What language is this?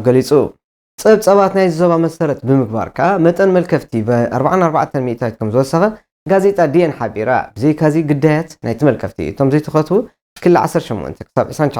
Tigrinya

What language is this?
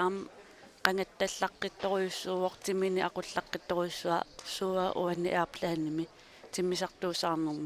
Kalaallisut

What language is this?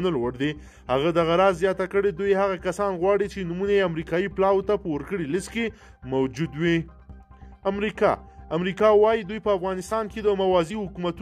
Pashto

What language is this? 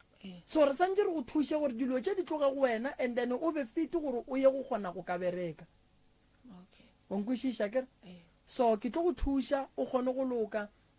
Northern Sotho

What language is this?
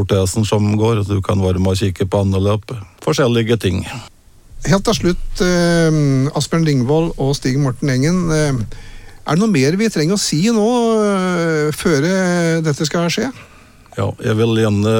Norwegian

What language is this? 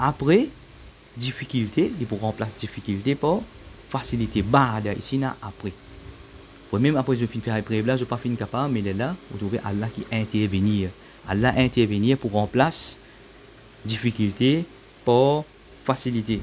Morisyen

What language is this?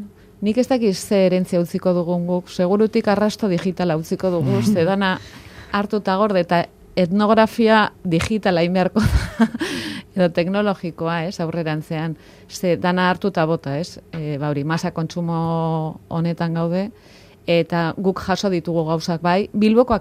Basque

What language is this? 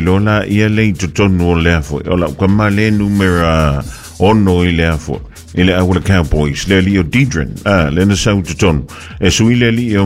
Samoan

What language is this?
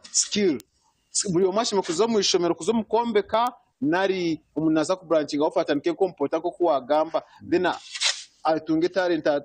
Nyankole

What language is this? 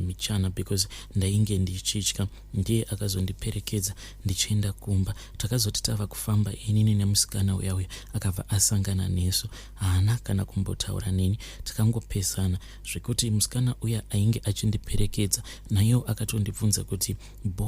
Shona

